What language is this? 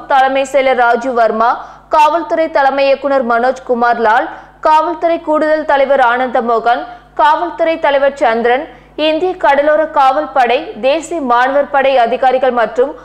Tamil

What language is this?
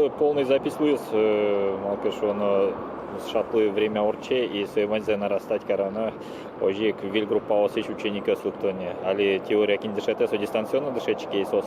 Udmurt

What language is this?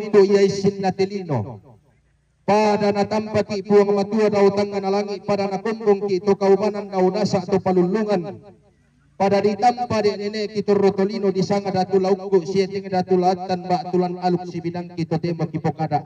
Toraja-Sa'dan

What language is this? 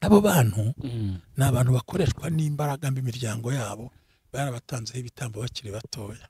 Kinyarwanda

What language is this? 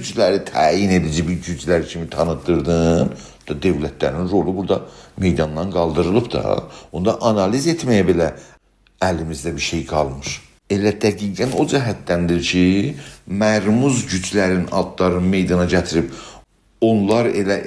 South Azerbaijani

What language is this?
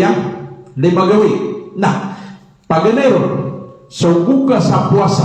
Maranao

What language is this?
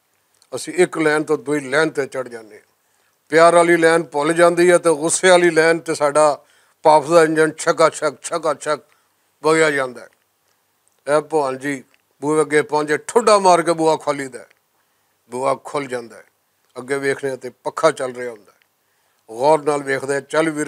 Western Panjabi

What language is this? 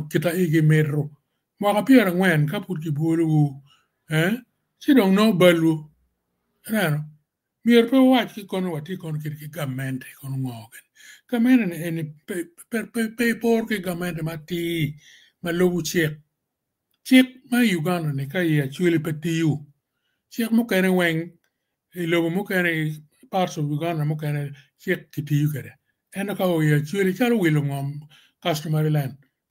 Acoli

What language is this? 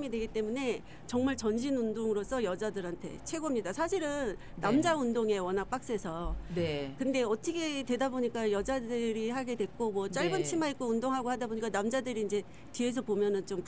Korean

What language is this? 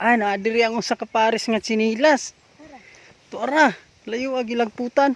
Cebuano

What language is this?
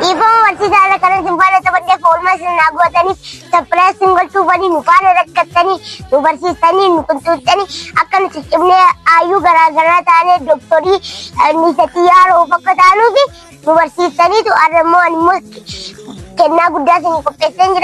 Oromo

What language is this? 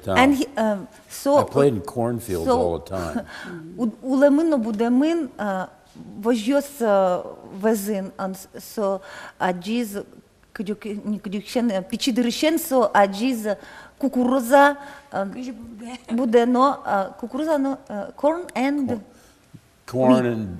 Udmurt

